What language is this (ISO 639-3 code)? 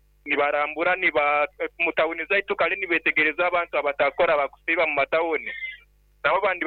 nyo